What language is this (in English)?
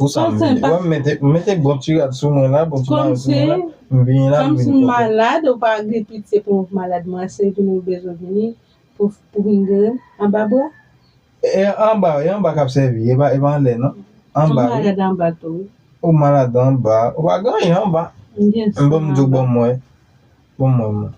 Haitian Creole